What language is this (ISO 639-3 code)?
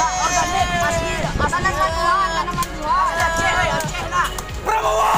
min